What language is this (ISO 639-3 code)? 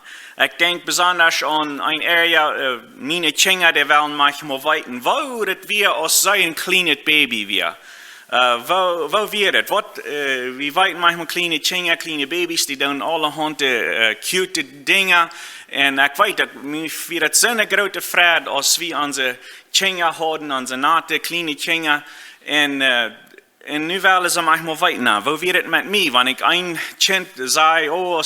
pdt